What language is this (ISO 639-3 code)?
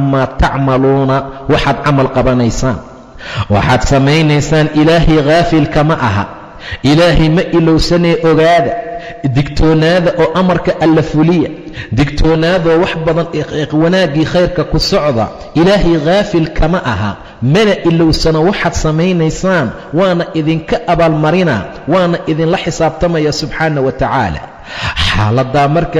som